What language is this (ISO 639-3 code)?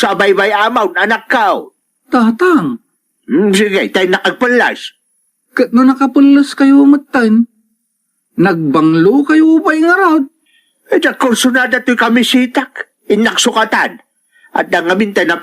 ilo